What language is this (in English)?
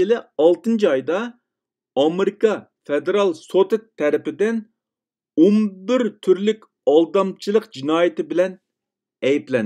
Uyghur